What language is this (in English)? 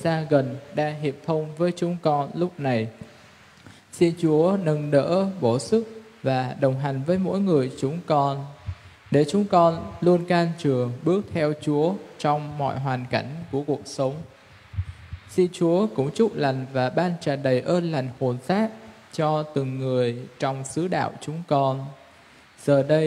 Vietnamese